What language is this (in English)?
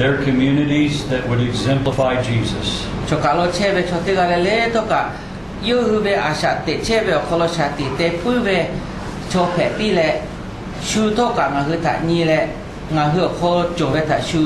Lahu